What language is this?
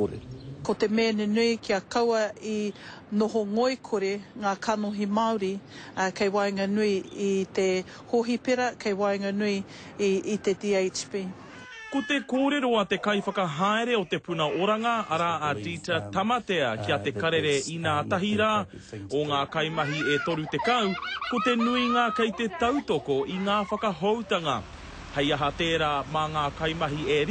Māori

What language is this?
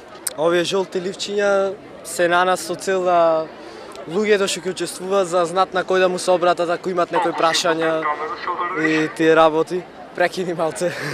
Macedonian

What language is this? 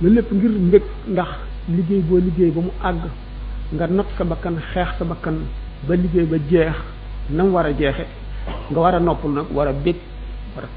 Wolof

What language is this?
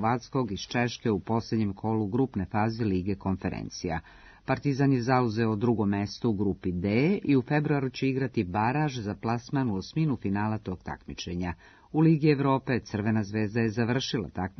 Serbian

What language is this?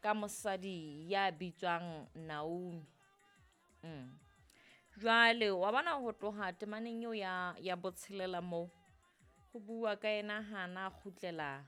Southern Sotho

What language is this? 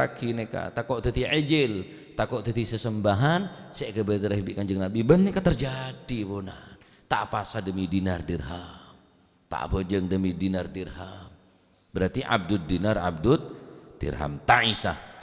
Madurese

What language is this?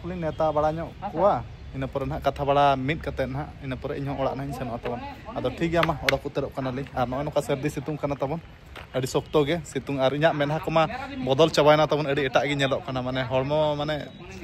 Santali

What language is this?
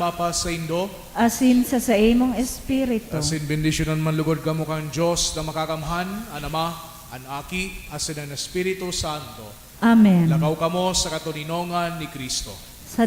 Bikol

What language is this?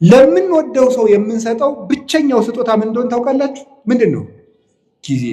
Amharic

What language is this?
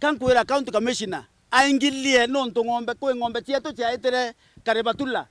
Meru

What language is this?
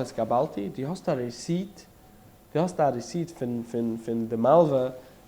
Yiddish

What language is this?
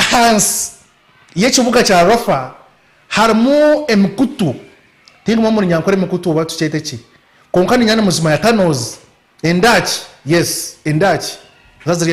Nyankole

